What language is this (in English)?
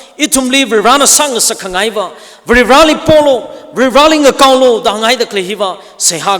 Tangkhul Naga (India)